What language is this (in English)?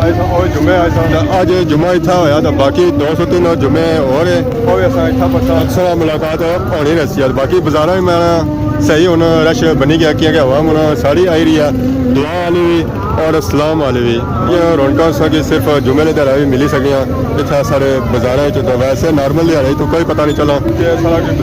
Pahari-Potwari